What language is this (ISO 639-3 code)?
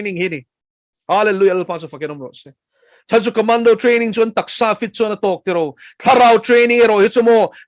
lus